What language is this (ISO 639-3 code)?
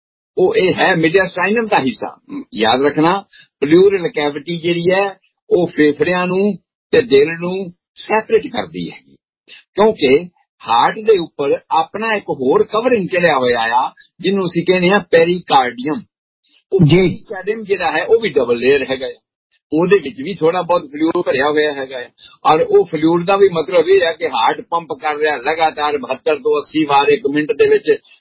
pan